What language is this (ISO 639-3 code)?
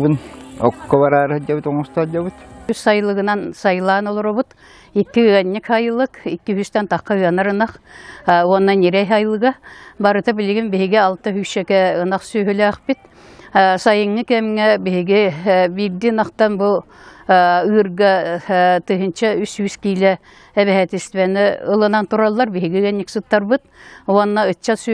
sah